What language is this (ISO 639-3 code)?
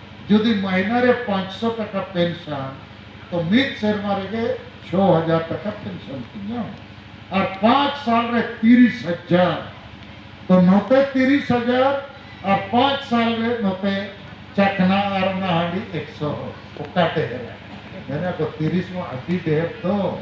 sat